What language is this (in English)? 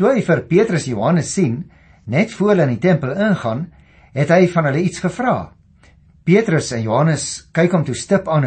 Afrikaans